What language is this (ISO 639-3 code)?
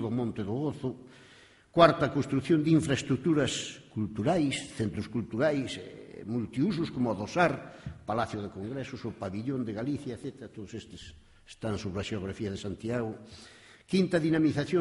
glg